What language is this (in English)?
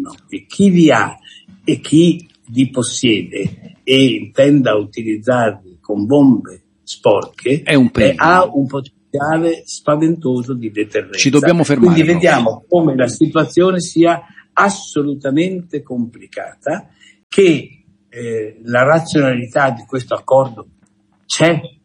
Italian